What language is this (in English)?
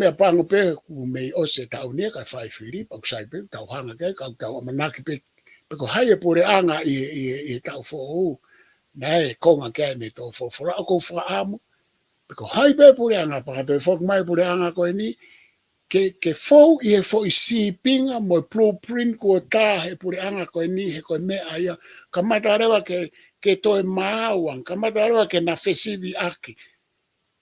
Tongan